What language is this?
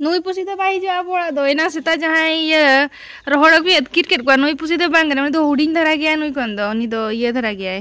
Santali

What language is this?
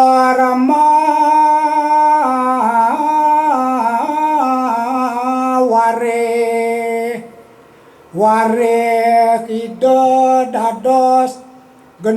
Balinese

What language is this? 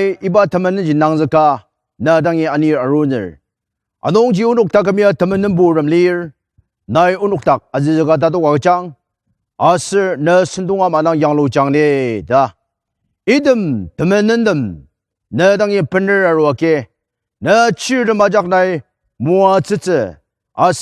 Ao Naga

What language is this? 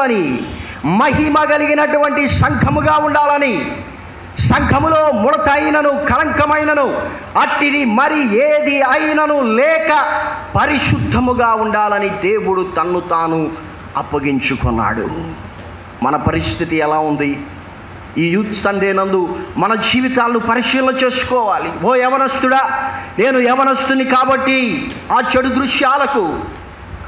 Telugu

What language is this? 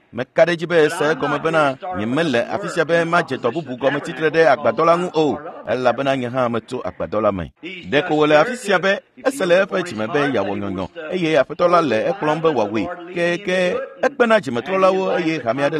Ewe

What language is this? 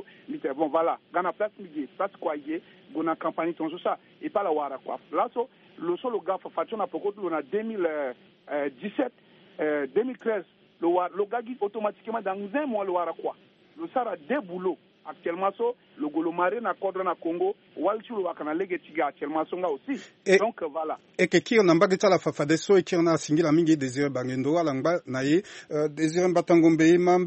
Sango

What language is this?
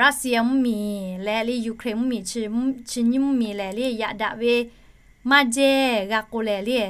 Lahu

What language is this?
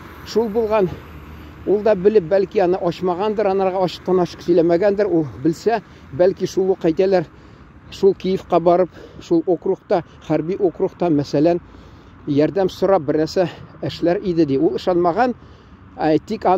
Tatar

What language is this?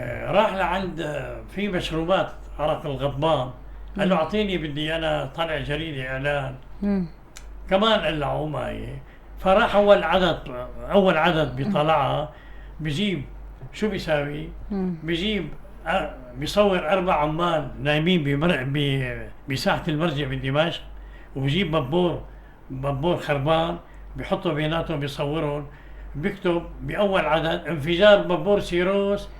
North Levantine Arabic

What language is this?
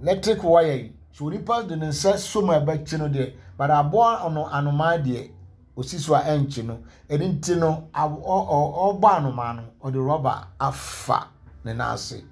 Akan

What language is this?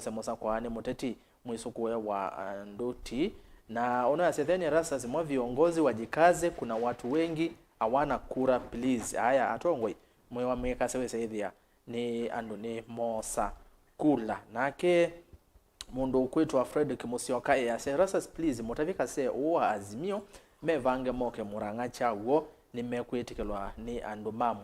Kamba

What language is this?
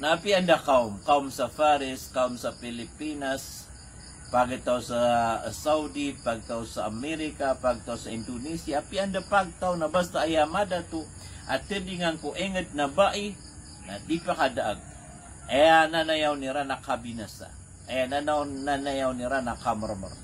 Maranao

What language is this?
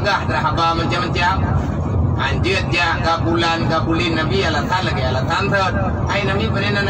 Achinese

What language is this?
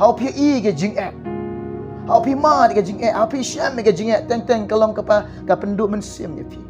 Khasi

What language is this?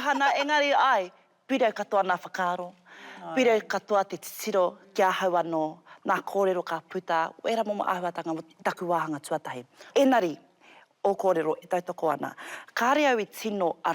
Māori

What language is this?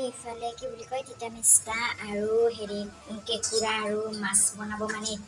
Assamese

